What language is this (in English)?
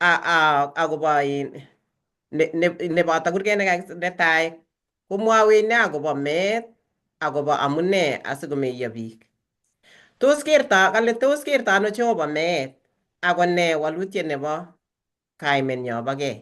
Kalenjin